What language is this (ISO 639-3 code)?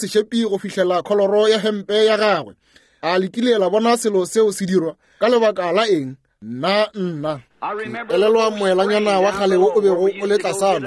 nso